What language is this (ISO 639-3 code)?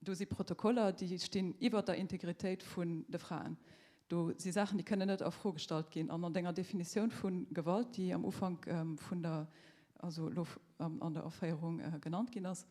ltz